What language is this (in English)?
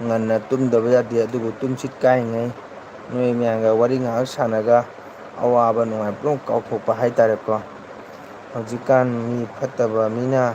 Manipuri